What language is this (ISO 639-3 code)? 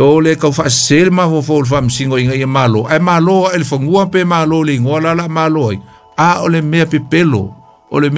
smo